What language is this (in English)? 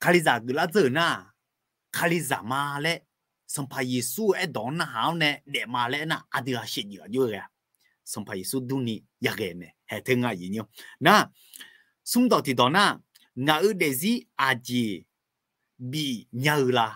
Akha